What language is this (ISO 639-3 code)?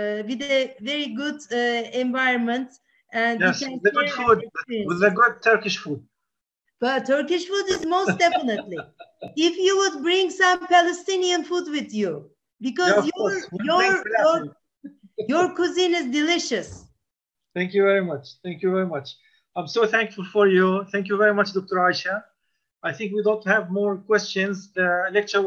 eng